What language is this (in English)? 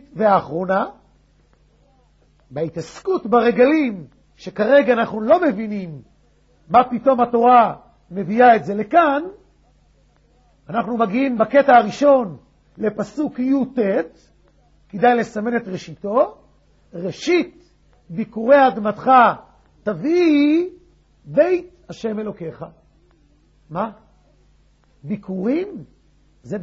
Hebrew